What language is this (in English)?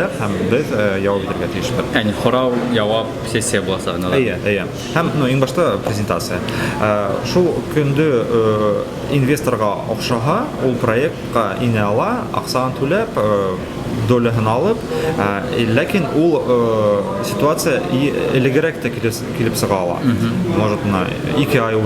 Bashkir